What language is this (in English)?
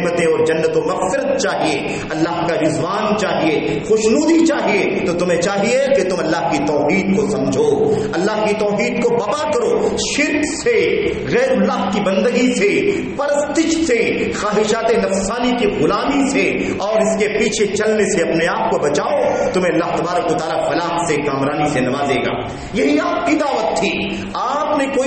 Urdu